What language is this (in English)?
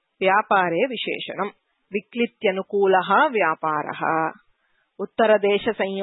Sanskrit